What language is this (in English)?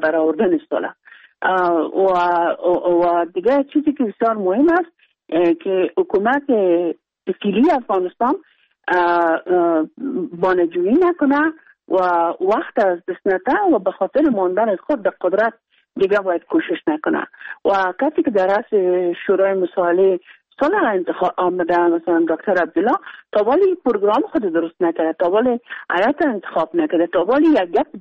Persian